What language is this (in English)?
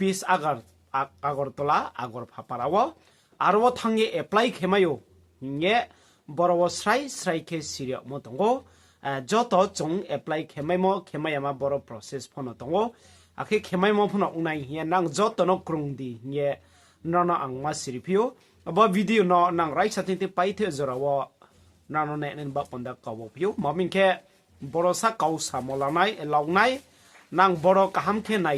Riang (India)